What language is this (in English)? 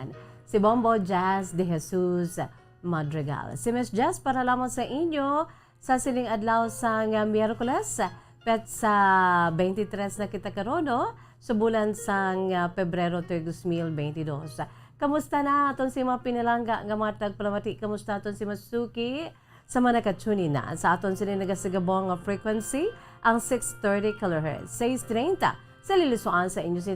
Hiligaynon